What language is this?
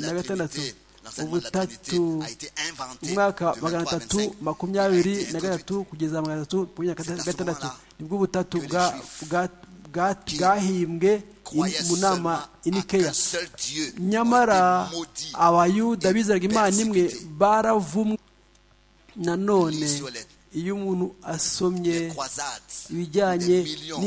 Kinyarwanda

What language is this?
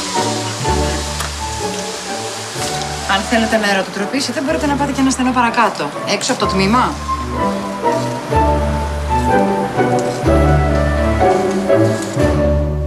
Greek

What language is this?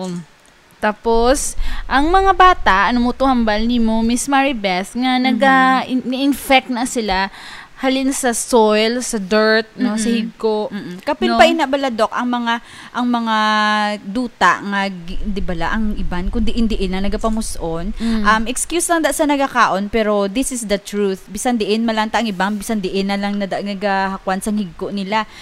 Hiligaynon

